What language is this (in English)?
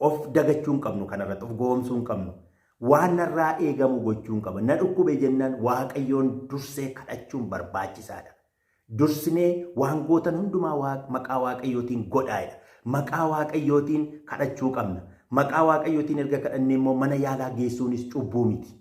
Oromo